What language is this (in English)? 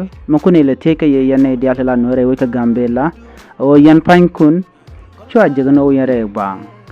Nuer